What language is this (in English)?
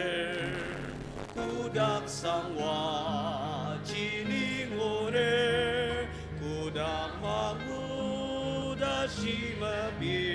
Ao Naga